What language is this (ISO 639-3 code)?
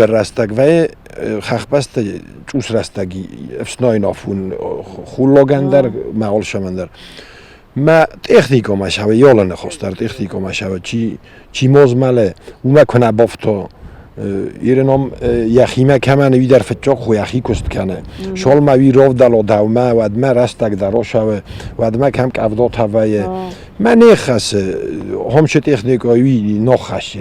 oss